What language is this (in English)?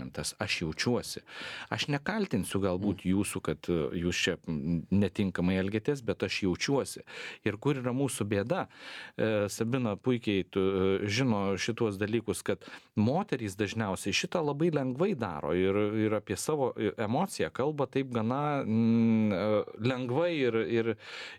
Lithuanian